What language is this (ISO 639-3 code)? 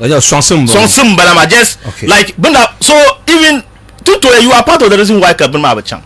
dag